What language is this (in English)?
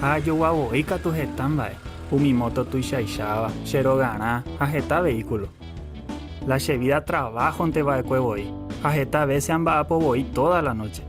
Guarani